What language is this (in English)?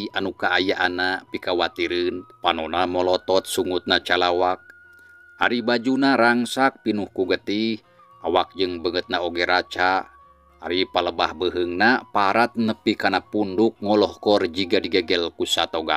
Sundanese